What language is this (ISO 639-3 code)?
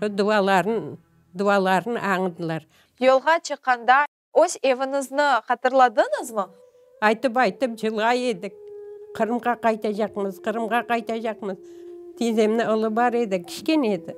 crh